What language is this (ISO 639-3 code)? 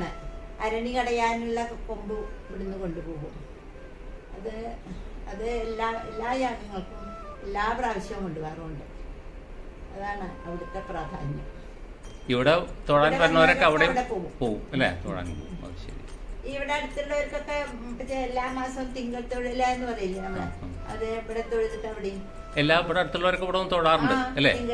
mal